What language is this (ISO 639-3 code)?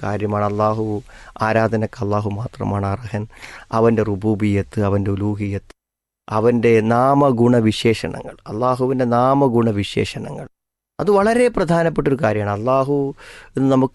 mal